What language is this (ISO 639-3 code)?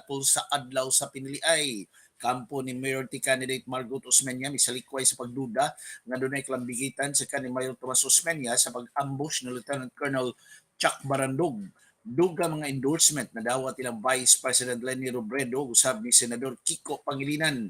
ceb